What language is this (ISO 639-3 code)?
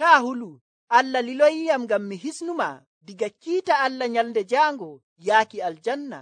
fuv